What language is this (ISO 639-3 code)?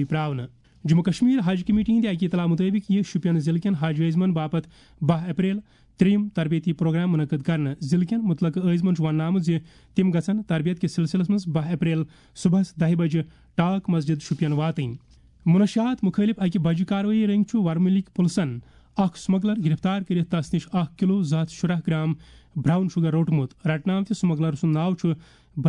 kas